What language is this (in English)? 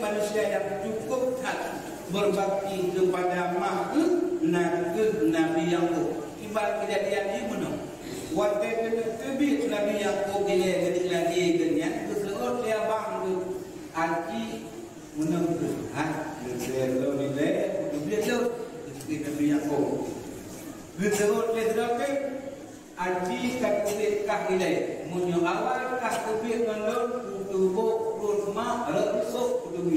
Achinese